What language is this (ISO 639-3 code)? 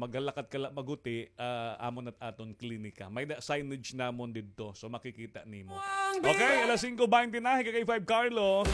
war